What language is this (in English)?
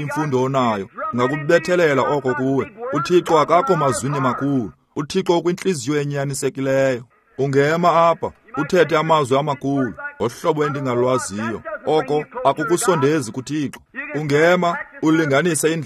Xhosa